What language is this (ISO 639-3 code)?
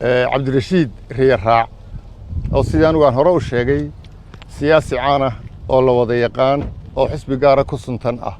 som